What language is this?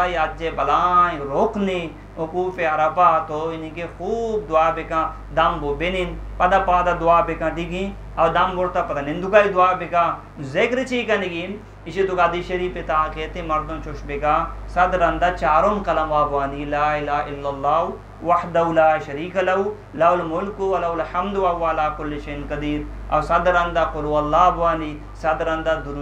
Eastern Balochi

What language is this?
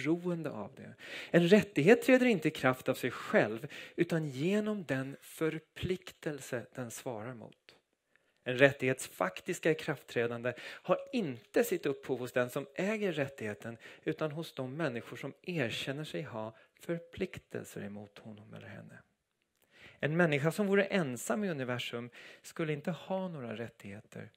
Swedish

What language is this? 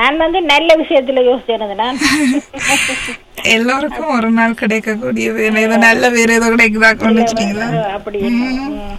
Tamil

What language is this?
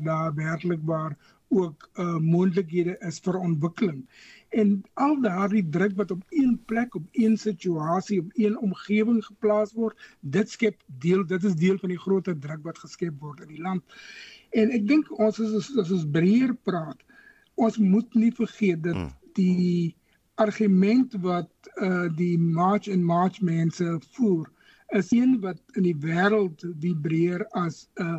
Afrikaans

